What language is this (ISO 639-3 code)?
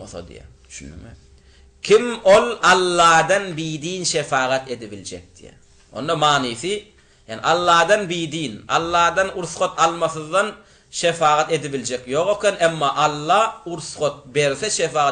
tuk